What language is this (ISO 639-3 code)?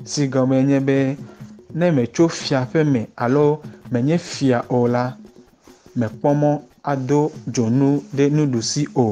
ewe